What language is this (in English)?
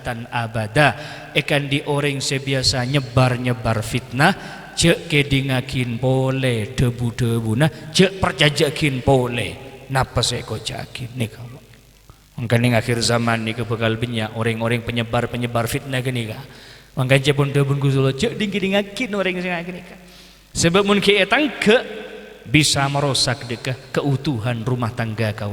Madurese